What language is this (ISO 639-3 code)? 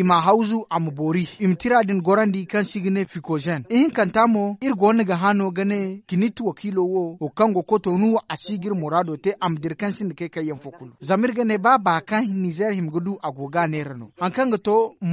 dje